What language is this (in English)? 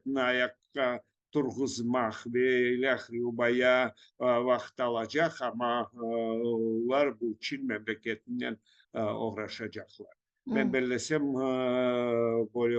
Crimean Tatar